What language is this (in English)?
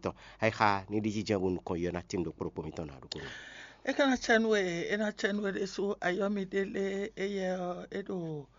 Fon